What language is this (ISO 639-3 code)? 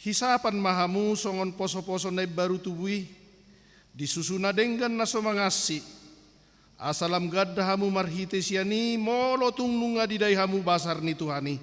bbc